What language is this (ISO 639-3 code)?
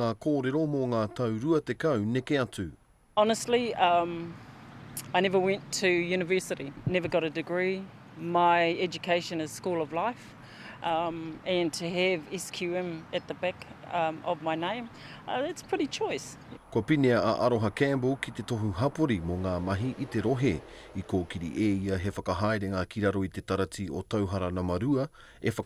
mri